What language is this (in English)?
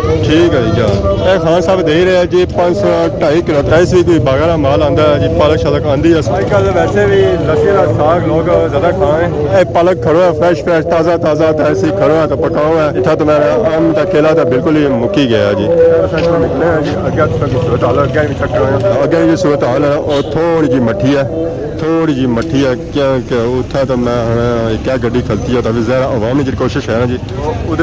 Pahari-Potwari